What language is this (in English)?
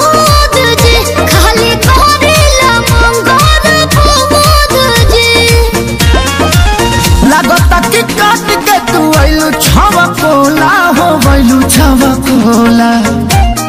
Bhojpuri